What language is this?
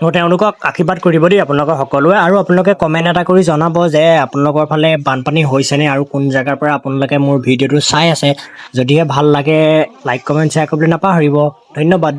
Assamese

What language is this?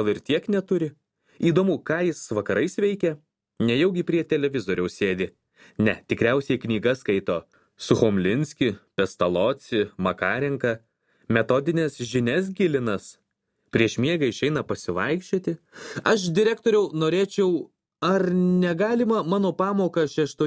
Lithuanian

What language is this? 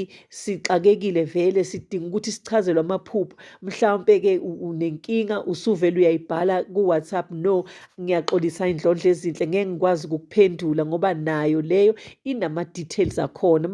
Zulu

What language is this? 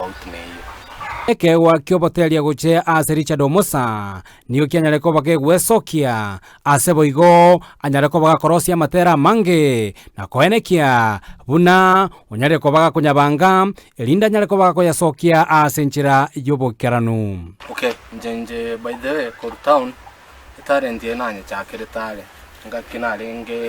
Gusii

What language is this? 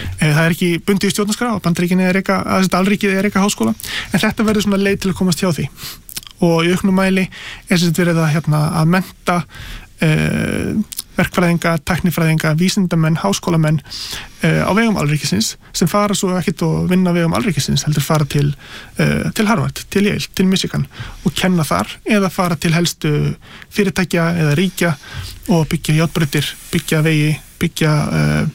Icelandic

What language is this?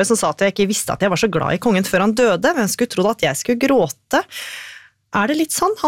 Norwegian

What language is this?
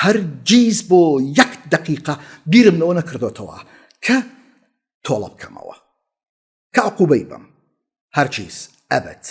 Central Kurdish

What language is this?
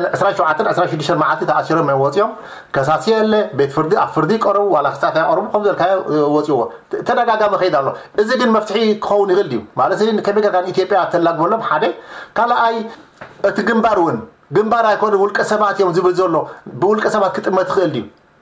Tigrinya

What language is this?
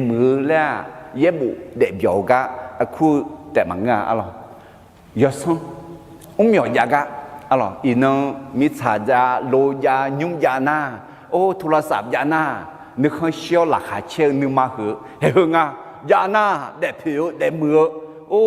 Akha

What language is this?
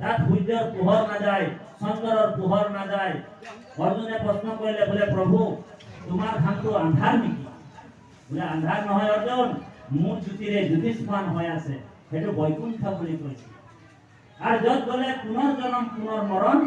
Assamese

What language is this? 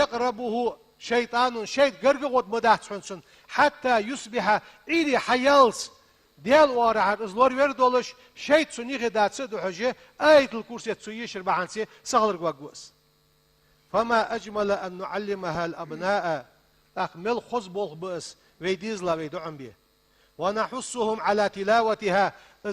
Ingush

